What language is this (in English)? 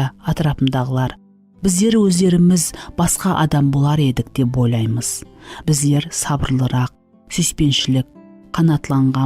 Kara-Kalpak